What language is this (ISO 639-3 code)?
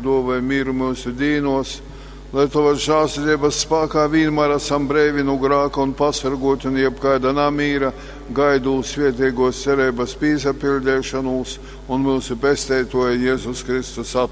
ltg